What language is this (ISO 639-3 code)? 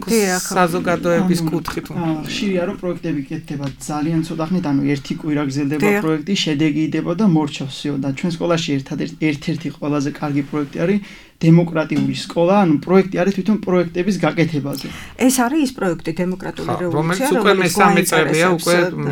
kat